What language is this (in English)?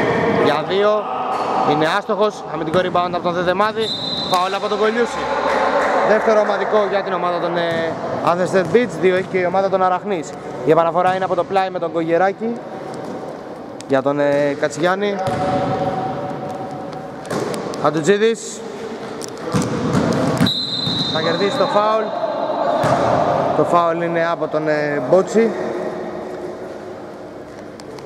Greek